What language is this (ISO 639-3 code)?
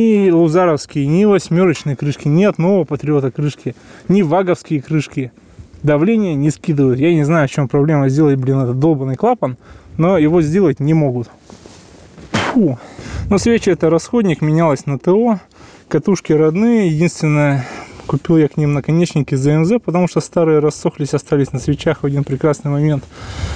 rus